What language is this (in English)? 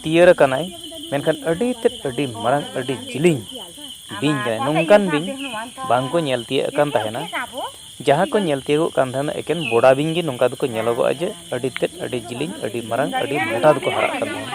Santali